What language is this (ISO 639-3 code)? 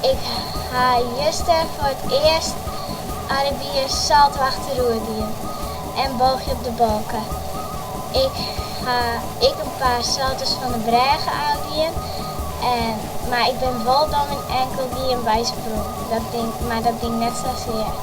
fry